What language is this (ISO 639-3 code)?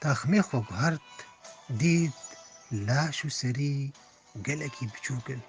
kur